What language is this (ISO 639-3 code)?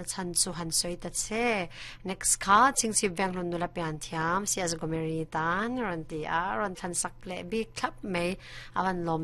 lus